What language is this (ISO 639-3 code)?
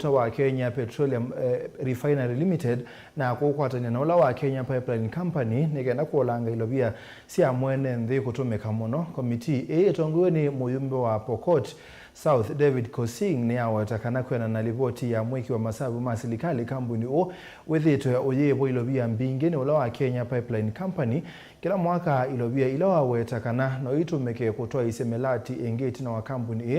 kam